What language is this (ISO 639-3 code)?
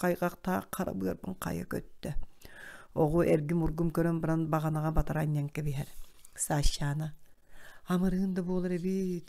sah